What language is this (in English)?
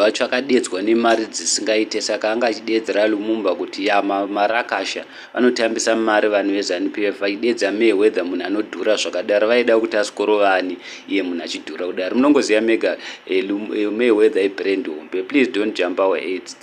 Shona